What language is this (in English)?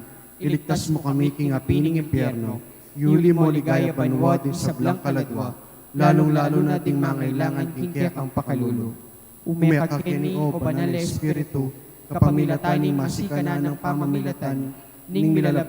Pampanga